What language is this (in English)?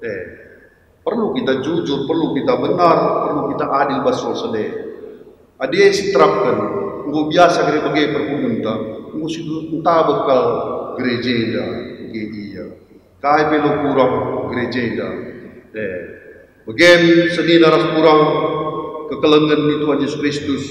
Batak Karo